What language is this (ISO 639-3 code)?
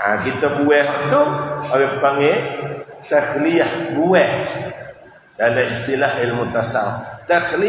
msa